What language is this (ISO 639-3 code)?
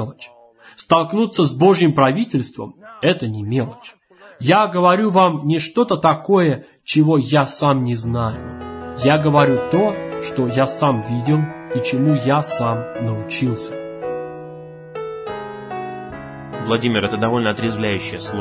rus